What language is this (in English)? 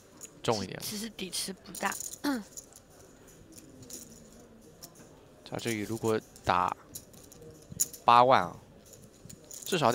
Chinese